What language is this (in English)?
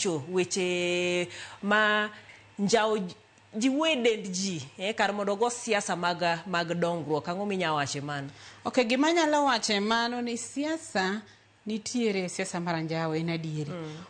Luo (Kenya and Tanzania)